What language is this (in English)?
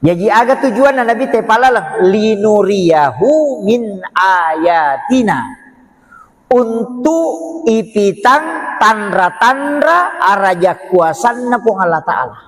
Buginese